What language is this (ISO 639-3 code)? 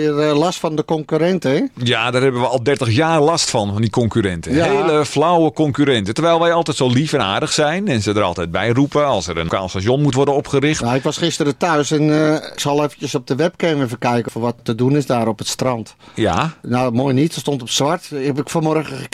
nld